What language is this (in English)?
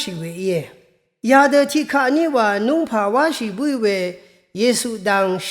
Rawang